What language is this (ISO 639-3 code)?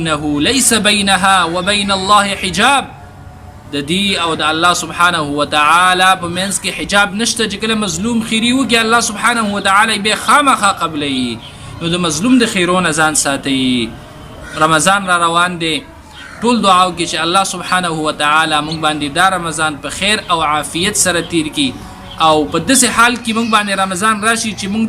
pus